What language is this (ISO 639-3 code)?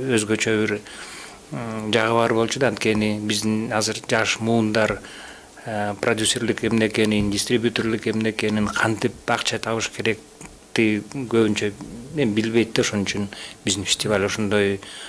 kir